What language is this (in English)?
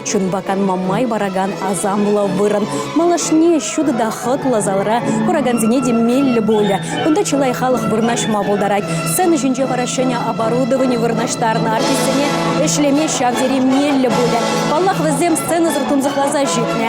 Chuvash